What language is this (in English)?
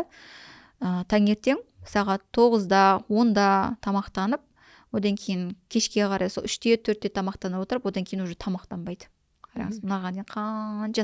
Kazakh